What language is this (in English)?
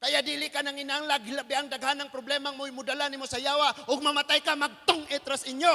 Cebuano